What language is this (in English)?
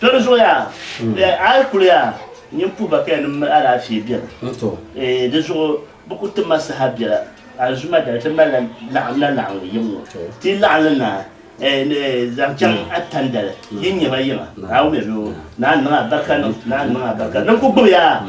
Dagbani